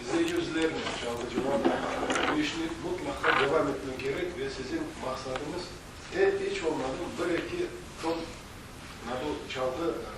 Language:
Crimean Tatar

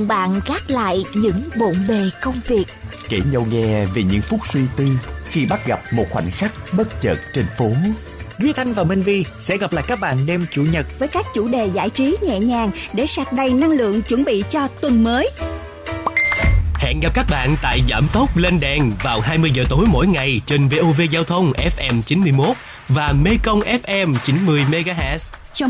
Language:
Vietnamese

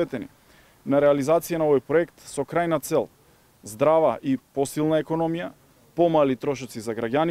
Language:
Macedonian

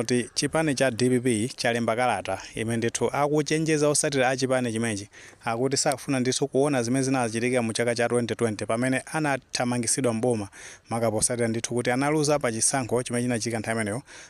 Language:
Nyanja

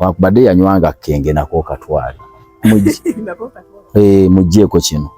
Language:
Ganda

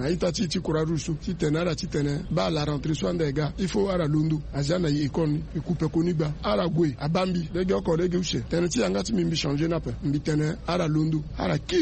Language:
Sango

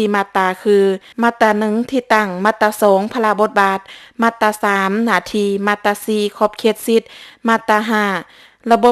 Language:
Lao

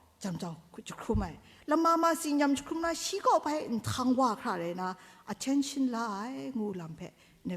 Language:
Kachin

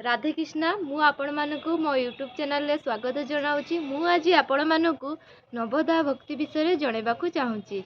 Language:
Odia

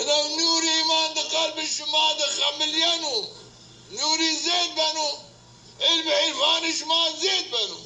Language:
Zaza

